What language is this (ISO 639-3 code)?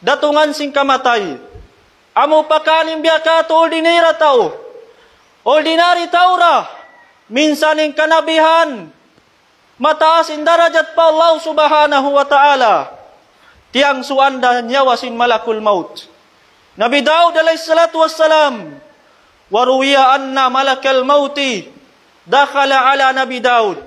tsg